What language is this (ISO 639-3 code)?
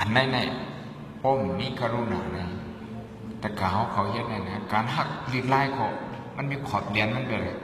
shn